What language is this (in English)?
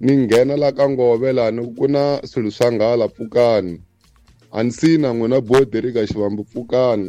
Tsonga